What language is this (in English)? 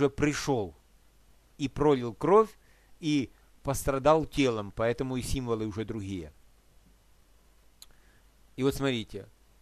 Russian